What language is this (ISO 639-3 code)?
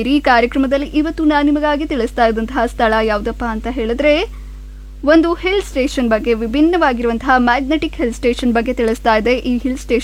kan